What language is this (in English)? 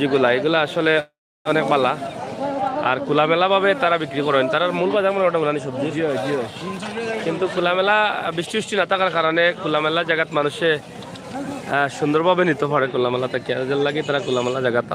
Sylheti